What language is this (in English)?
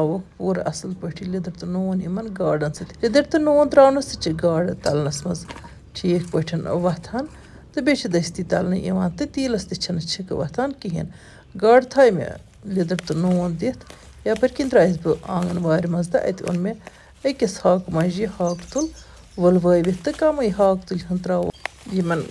Kashmiri